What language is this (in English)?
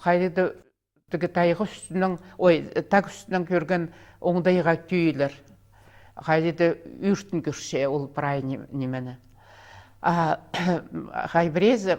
Khakas